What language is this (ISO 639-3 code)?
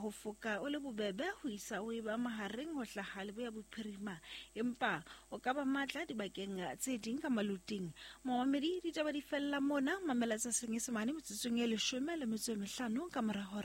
sot